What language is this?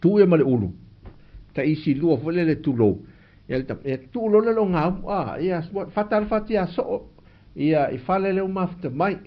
Samoan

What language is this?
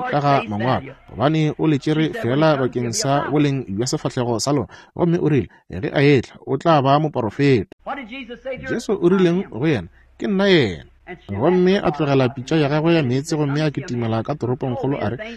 Northern Sotho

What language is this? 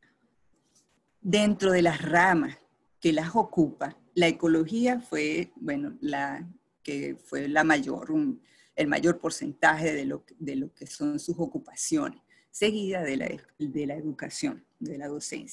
Spanish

